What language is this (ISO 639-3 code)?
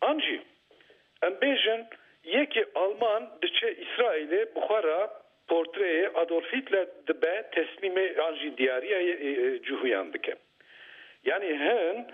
kur